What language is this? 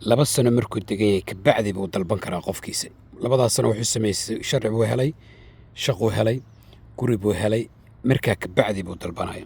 Somali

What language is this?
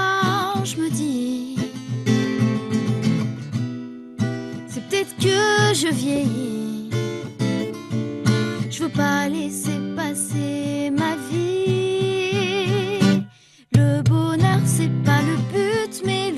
French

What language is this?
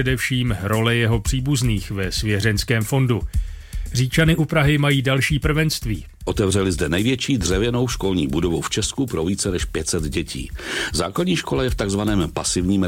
Czech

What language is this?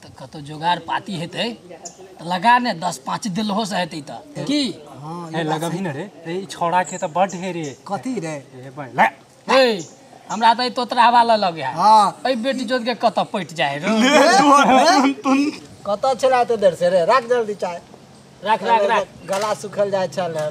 Maithili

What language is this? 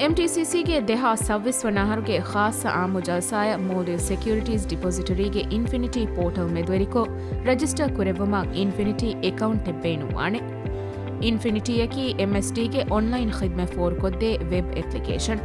Divehi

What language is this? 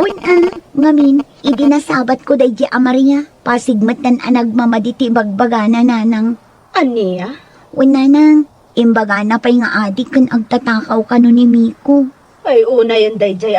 Iloko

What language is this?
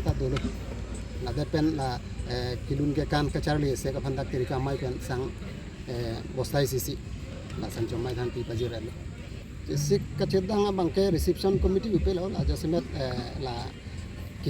Karbi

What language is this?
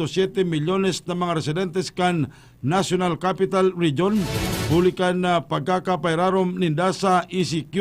Bikol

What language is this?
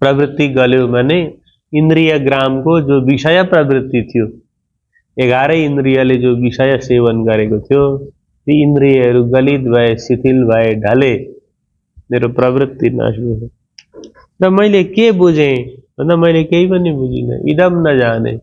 Nepali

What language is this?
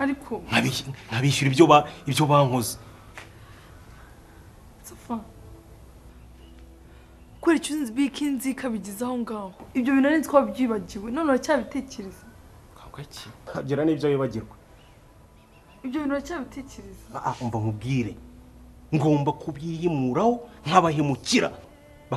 Kinyarwanda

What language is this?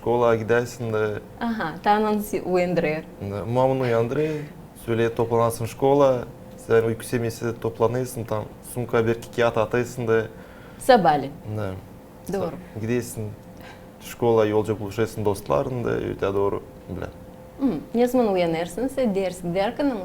Gagauz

